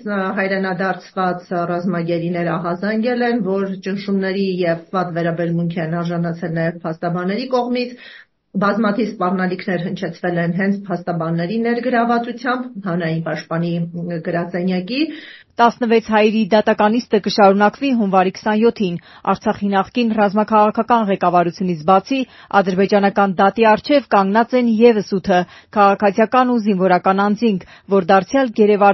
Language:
Armenian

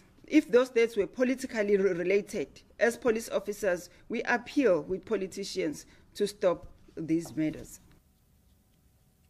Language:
Afrikaans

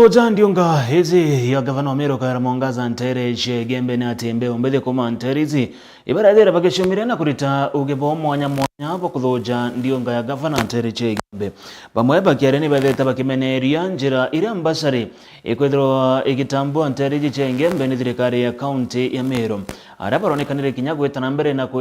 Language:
Meru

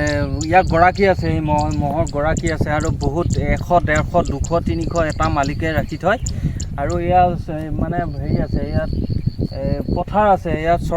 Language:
Assamese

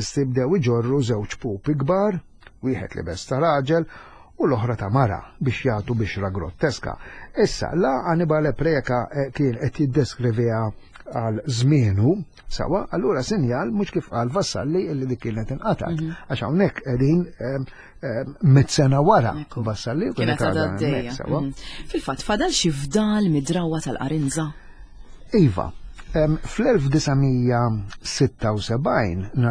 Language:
Maltese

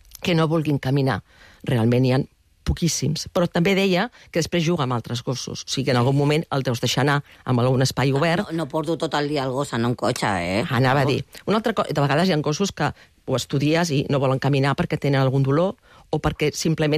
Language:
Catalan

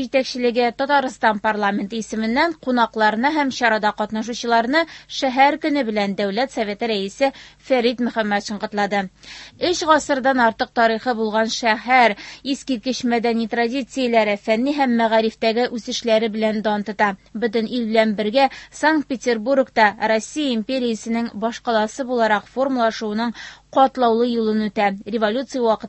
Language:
Tatar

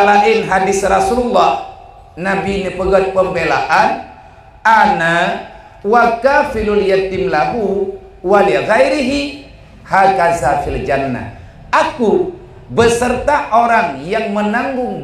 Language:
Achinese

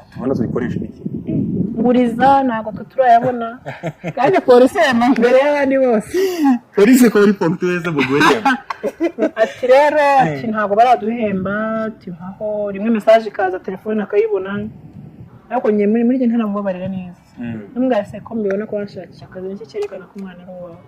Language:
Kinyarwanda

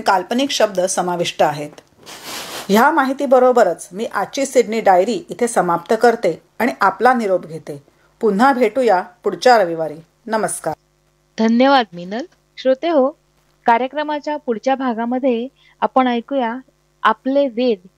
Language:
Marathi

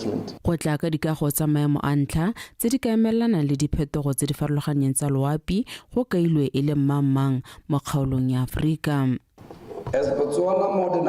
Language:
Tswana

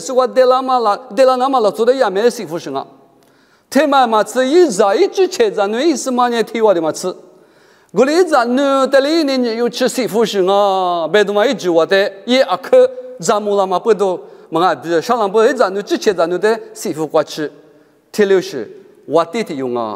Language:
Lisu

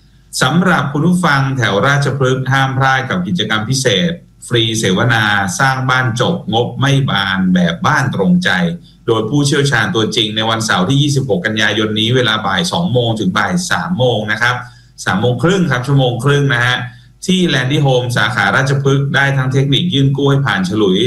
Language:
Thai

